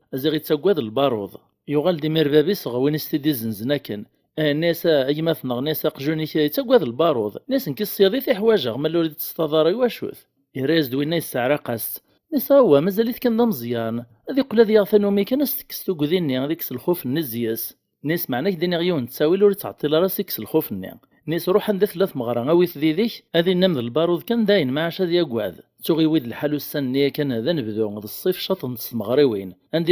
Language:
Kabyle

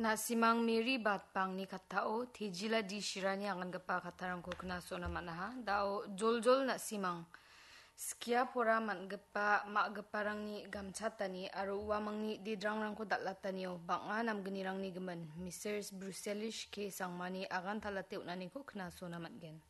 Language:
Garo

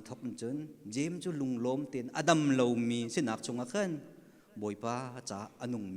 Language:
Hakha Chin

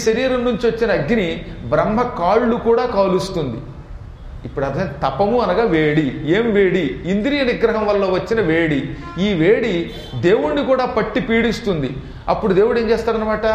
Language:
Telugu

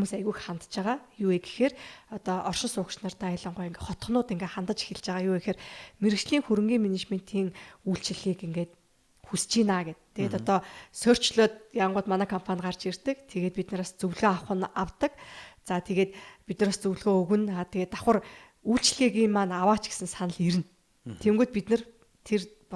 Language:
Mongolian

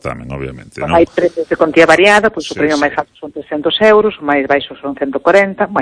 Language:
Galician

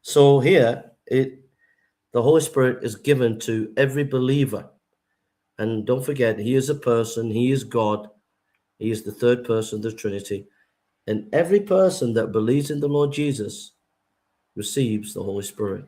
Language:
English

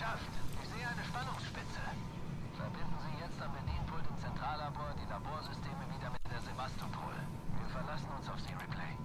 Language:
Bavarian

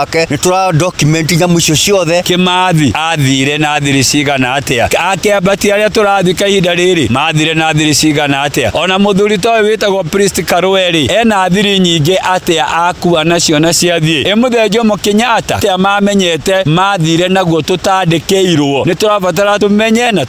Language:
Kikuyu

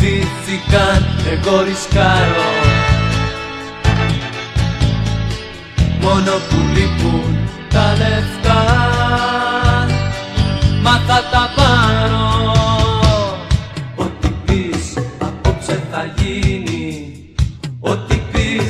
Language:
Greek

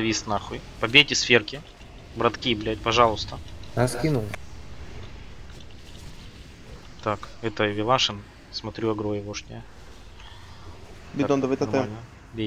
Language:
Russian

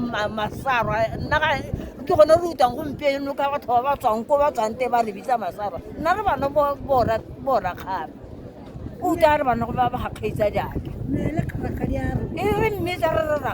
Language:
Tswana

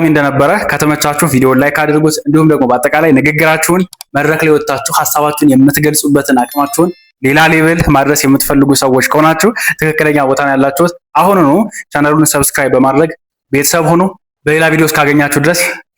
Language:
Amharic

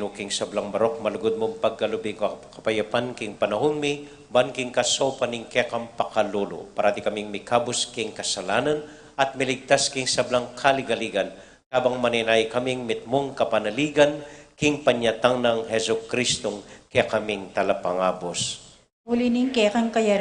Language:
Pampanga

